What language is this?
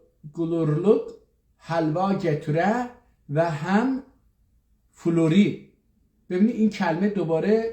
South Azerbaijani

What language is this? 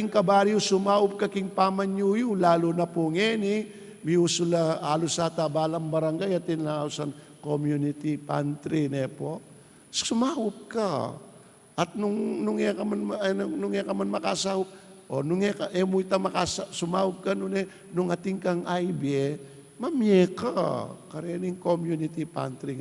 Pampanga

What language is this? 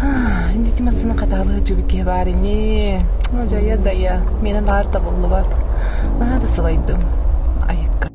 Yakut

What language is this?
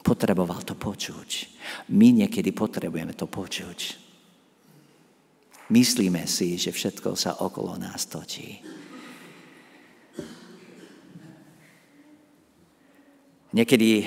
Slovak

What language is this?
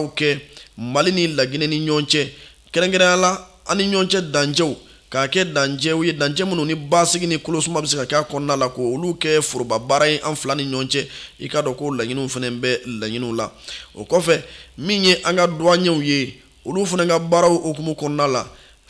Bambara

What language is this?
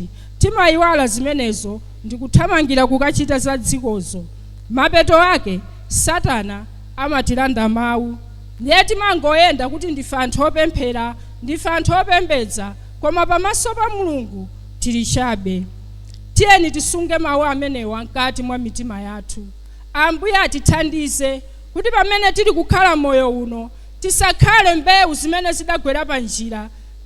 Nyanja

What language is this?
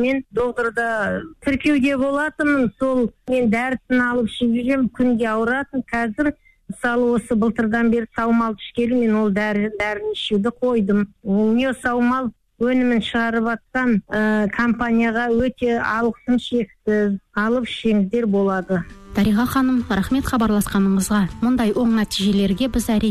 Kazakh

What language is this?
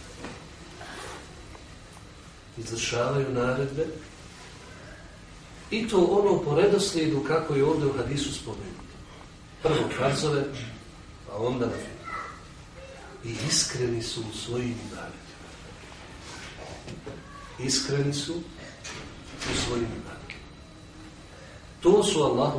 Bosnian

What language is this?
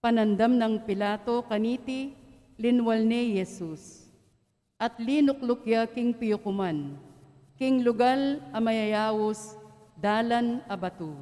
Pampanga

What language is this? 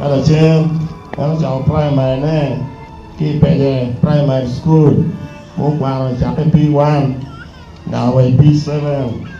Acoli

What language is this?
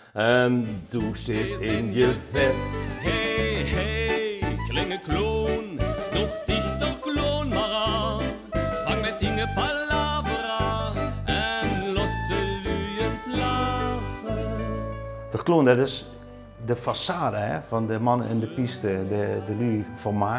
Limburgish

